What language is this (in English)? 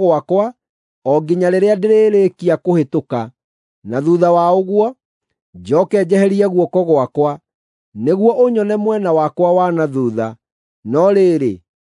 Kikuyu